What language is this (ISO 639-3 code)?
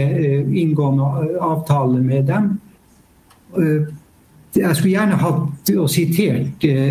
nor